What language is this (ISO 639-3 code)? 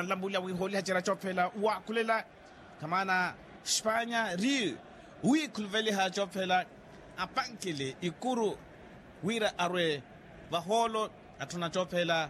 vmw